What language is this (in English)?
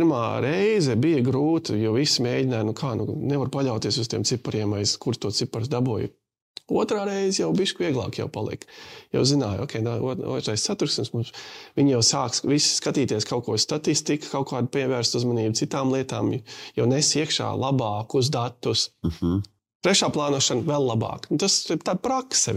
Latvian